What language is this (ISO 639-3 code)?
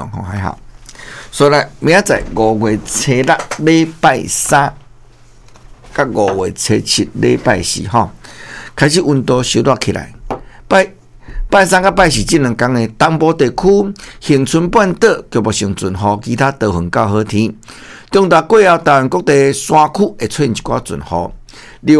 nan